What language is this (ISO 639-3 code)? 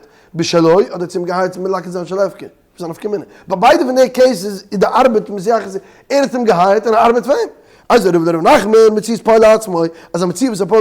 yid